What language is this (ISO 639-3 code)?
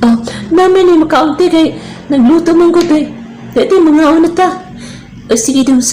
ceb